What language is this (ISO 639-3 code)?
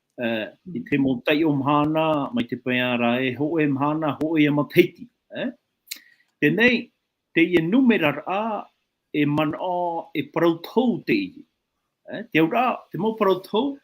tah